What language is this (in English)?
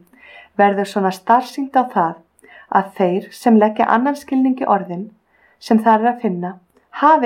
Icelandic